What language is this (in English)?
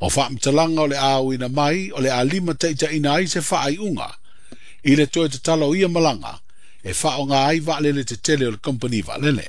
Samoan